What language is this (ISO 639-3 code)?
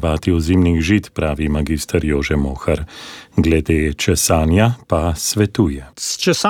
slv